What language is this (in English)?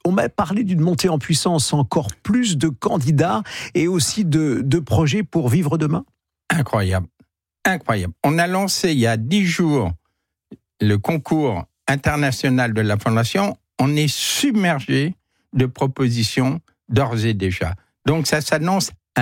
French